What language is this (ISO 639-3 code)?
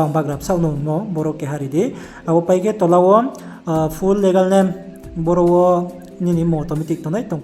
ria